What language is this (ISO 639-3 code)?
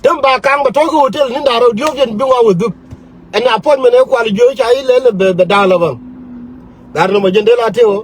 nus